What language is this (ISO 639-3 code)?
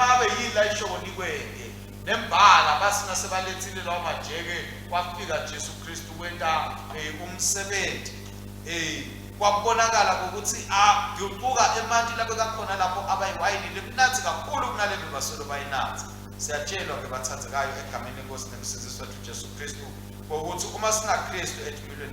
ssw